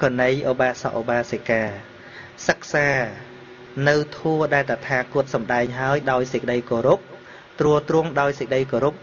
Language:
Khmer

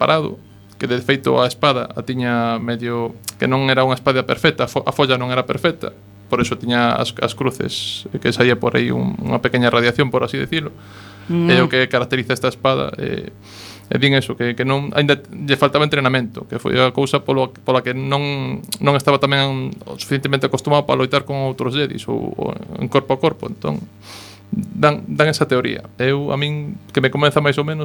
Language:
Galician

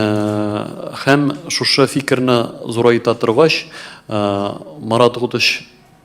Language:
Tatar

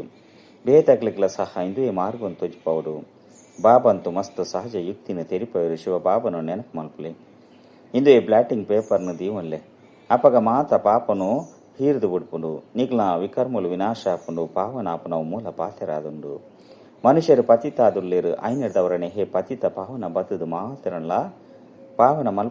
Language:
Tulu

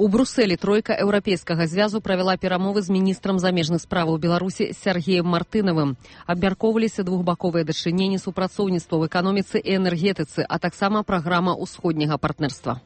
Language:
Belarusian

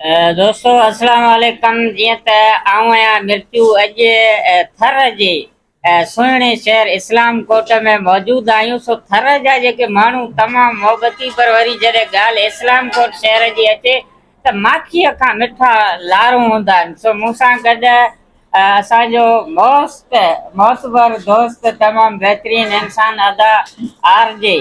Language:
Sindhi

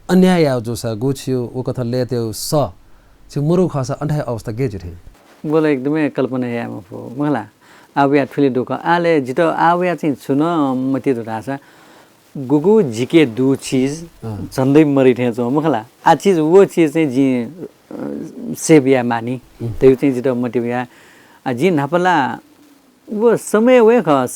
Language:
Newari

